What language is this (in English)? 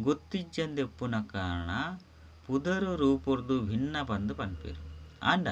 Tulu